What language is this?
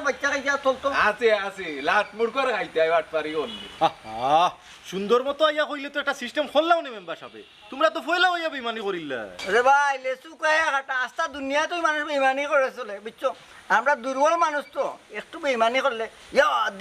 Sylheti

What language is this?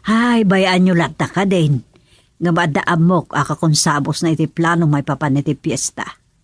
Iloko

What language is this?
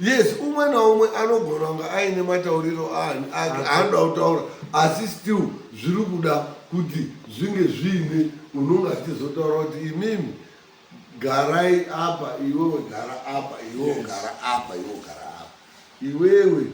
Shona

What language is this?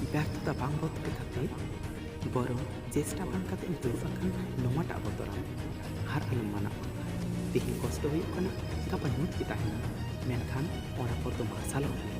Santali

